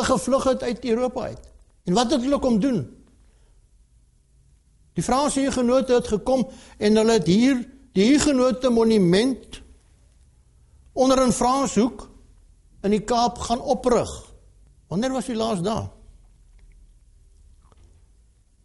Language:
Afrikaans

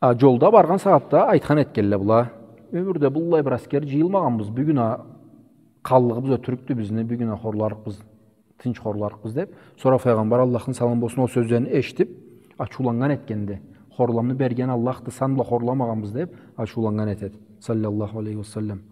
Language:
Karachay-Balkar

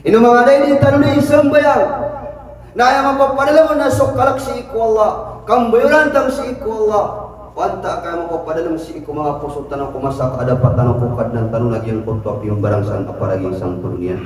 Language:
Maranao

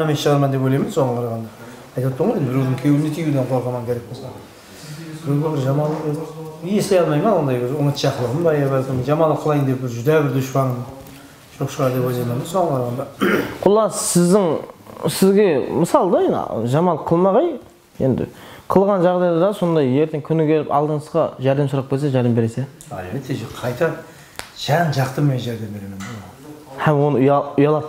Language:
Kara-Kalpak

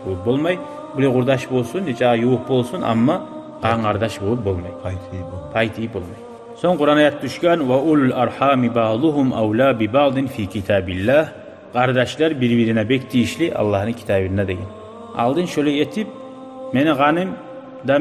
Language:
Kumyk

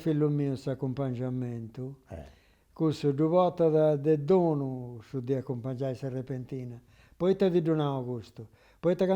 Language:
Sardinian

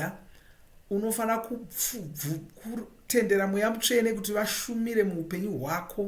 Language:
Shona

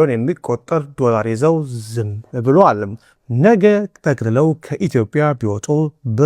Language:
Amharic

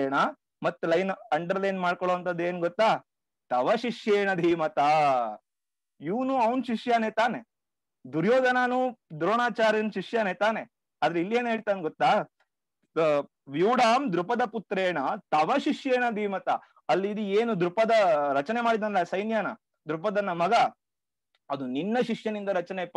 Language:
Kannada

